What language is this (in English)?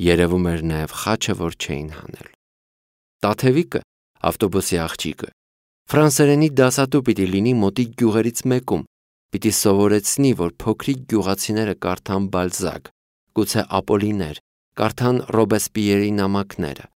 Armenian